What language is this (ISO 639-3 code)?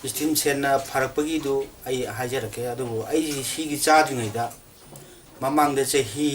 mni